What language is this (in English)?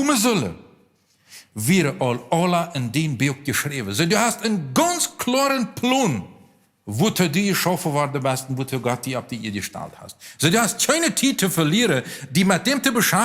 Plautdietsch